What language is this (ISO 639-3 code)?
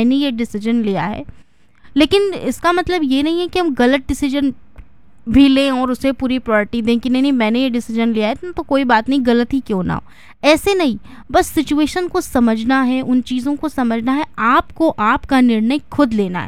hin